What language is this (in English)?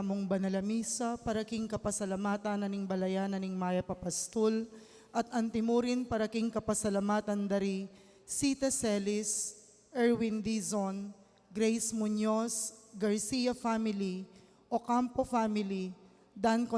Pampanga